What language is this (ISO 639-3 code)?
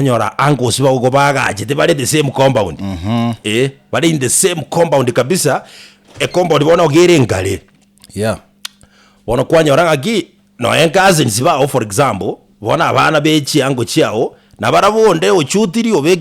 guz